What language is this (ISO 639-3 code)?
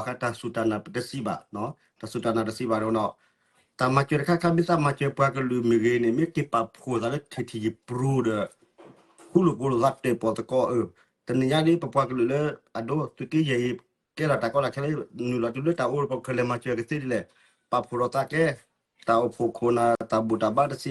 ksw